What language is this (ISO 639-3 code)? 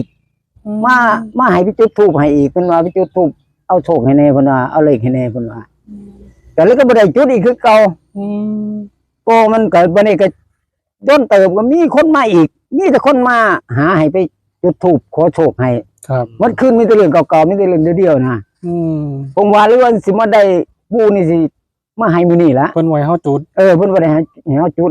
tts